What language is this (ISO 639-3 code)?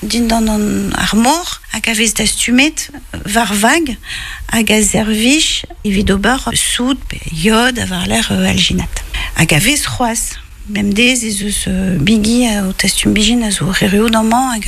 bre